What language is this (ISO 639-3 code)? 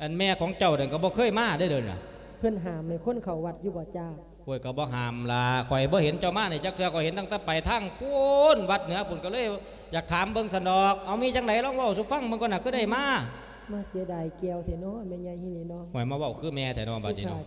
lao